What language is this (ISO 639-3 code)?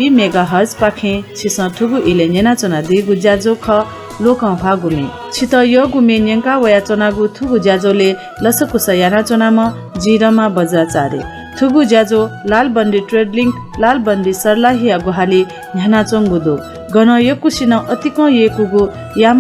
new